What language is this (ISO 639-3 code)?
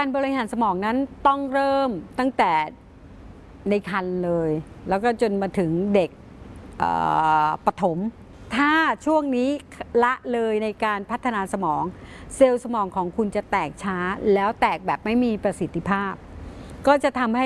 tha